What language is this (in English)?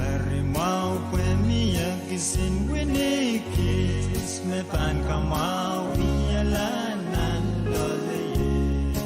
Pohnpeian